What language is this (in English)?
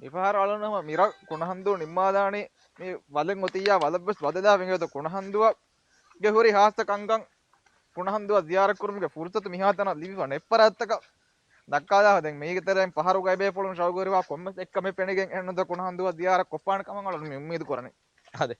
Divehi